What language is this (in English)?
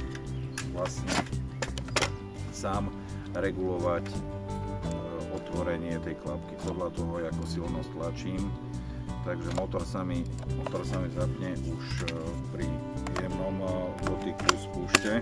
Slovak